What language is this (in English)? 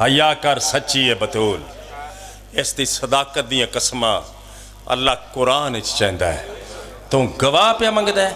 Pahari-Potwari